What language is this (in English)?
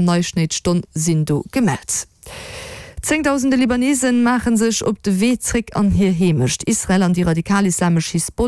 Luxembourgish